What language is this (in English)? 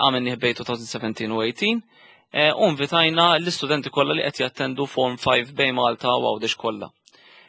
Maltese